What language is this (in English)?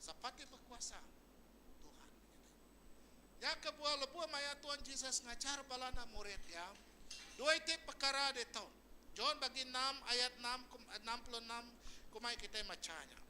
Iban